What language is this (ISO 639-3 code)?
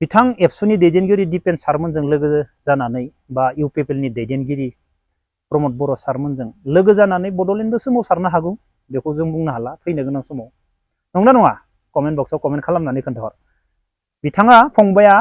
brx